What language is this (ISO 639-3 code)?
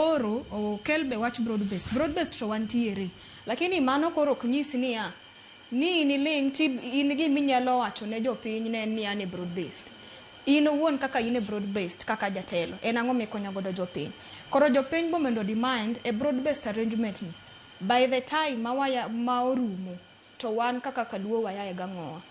luo